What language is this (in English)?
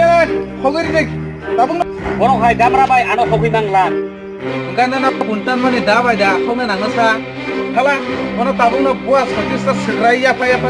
Kok Borok